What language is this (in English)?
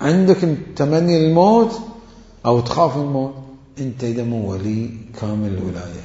Mesopotamian Arabic